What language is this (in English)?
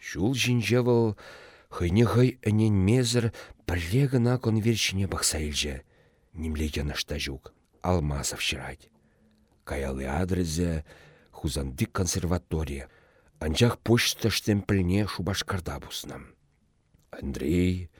Chuvash